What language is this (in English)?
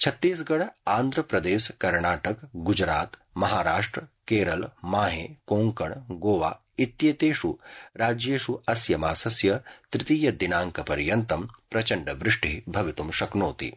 Sanskrit